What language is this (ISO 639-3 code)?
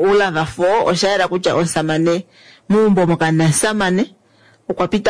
kua